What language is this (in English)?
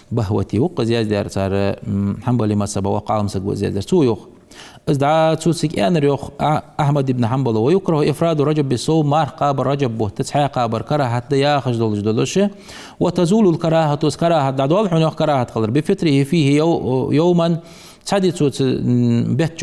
Ingush